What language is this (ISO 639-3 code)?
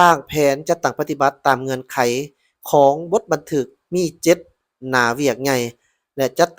lao